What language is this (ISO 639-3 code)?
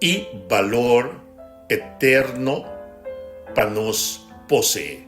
pap